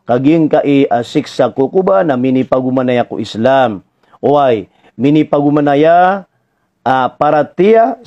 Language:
Maranao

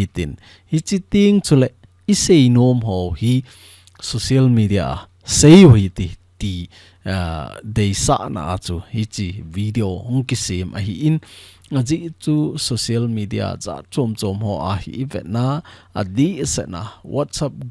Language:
Thado Chin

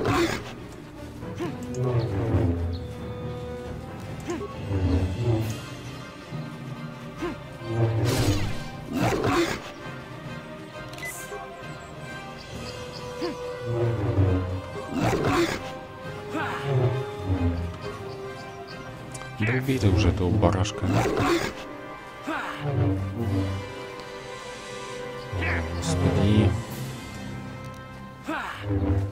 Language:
Russian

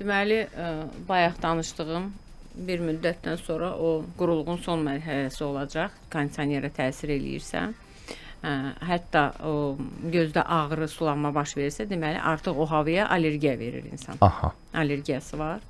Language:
Azerbaijani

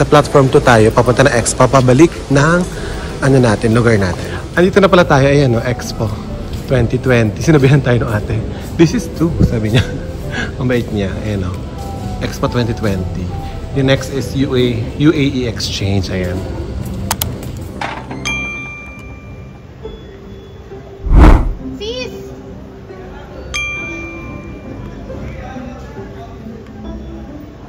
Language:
Filipino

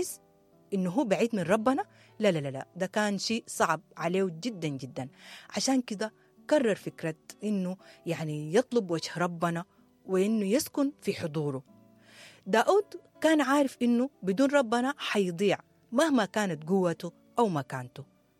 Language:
Sudanese Arabic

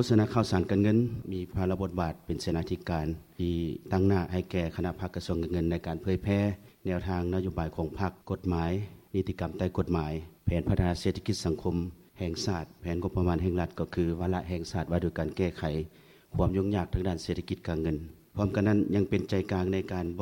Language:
Lao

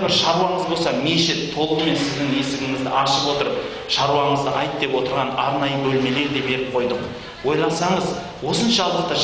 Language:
Kazakh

